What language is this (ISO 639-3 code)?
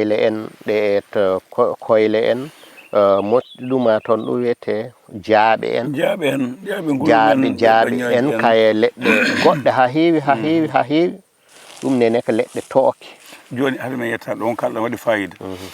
ful